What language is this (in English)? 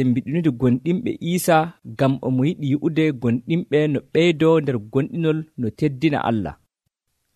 Nigerian Fulfulde